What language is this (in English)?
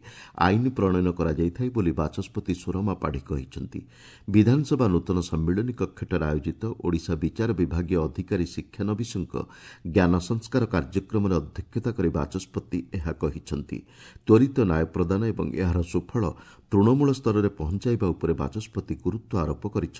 Odia